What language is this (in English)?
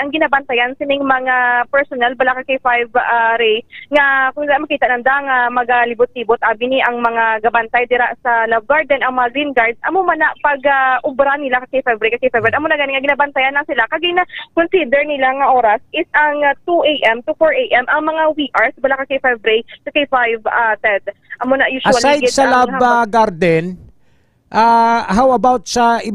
Hiligaynon